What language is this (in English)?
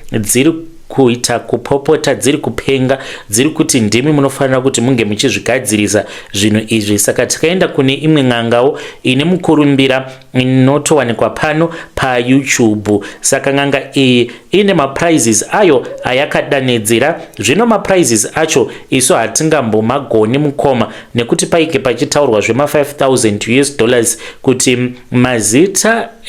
Shona